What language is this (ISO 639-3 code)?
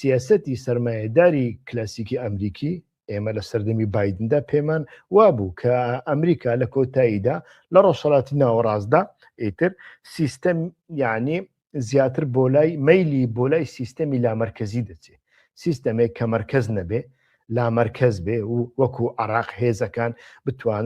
ckb